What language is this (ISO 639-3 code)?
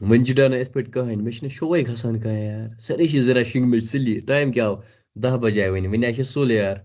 kas